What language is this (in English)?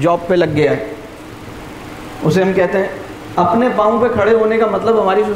Urdu